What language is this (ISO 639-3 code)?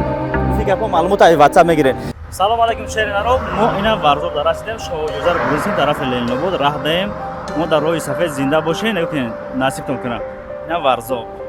tgk